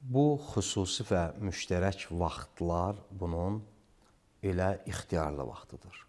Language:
Azerbaijani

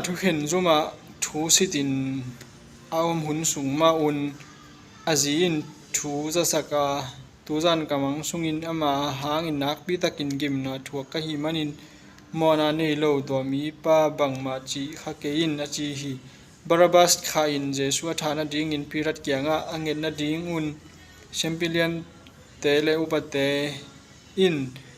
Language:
Tedim Chin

